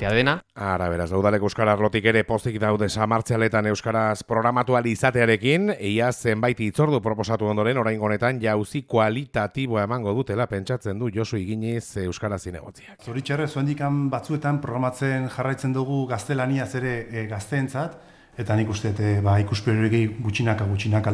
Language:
Basque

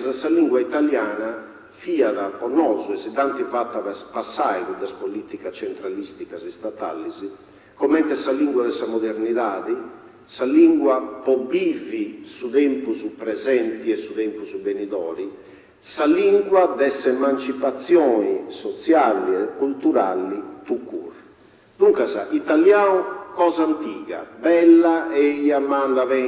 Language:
Sardinian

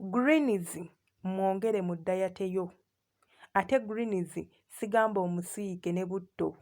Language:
Ganda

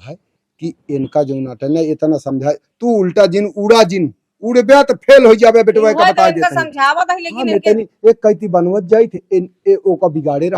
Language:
Awadhi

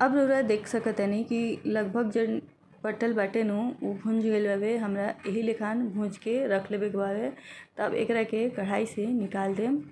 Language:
Bhojpuri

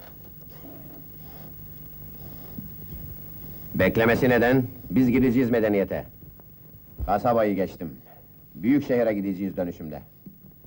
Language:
Turkish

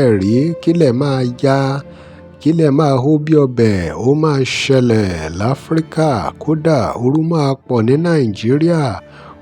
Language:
Yoruba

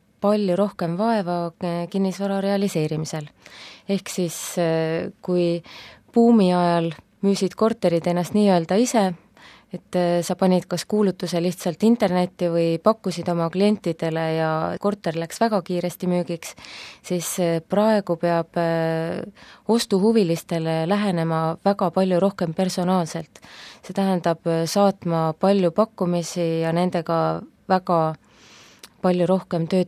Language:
Estonian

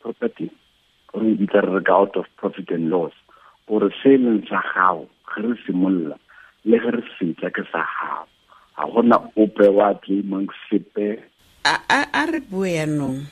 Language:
Tswana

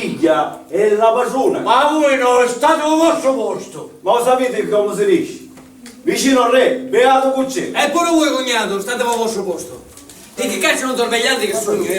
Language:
Sicilian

